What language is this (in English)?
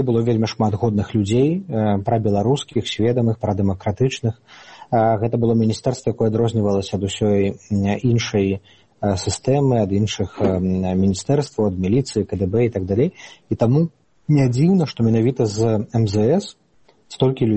Belarusian